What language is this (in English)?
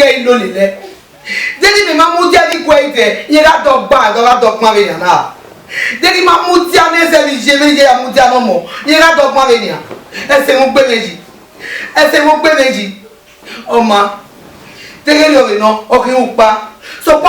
Bini